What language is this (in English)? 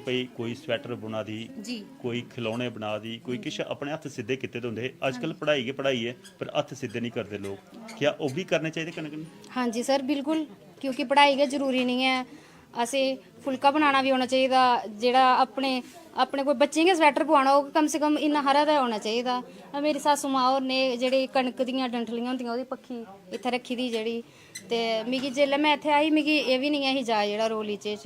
Dogri